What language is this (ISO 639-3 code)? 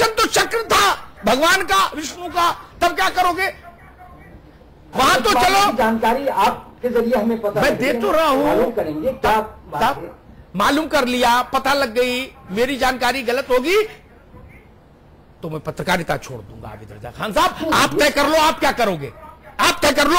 hin